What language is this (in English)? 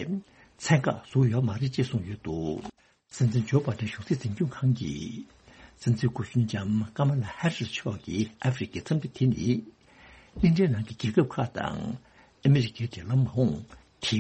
Tibetan